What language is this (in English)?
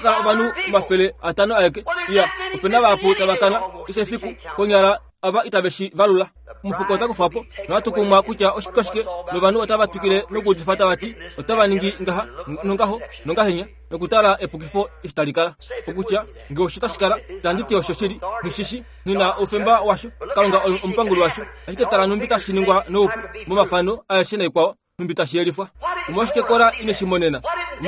Kuanyama